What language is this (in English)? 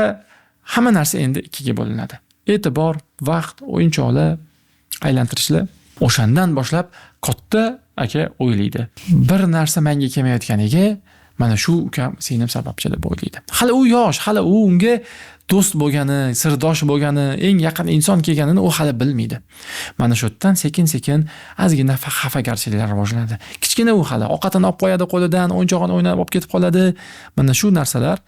Uzbek